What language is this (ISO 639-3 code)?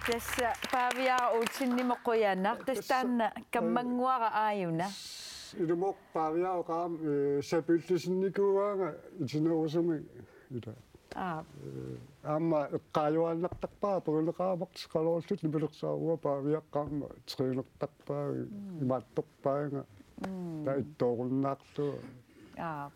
kal